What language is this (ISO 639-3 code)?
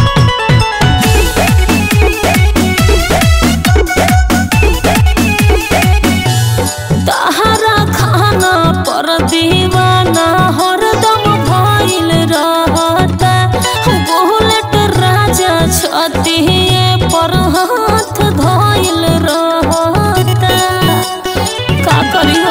bho